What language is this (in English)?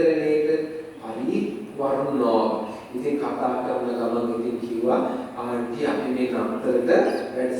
Sinhala